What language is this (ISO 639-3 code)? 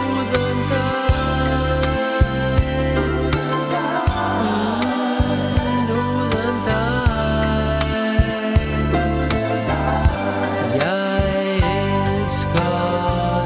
dan